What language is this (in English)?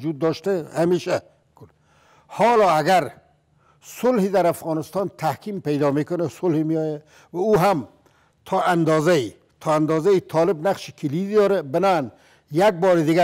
Persian